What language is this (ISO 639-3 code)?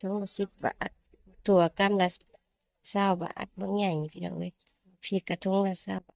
tts